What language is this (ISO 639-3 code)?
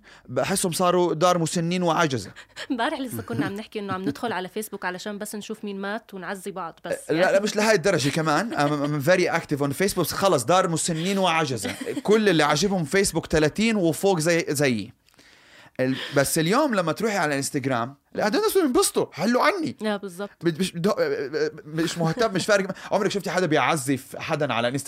apc